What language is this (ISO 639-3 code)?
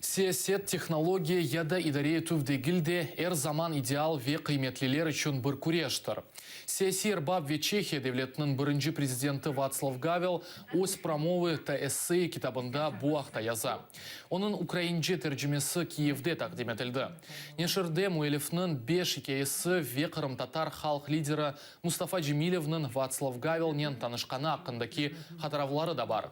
crh